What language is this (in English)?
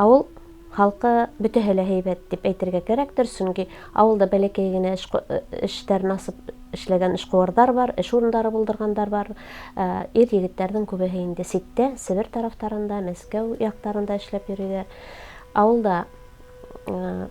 Bashkir